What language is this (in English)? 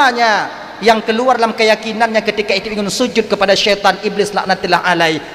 Achinese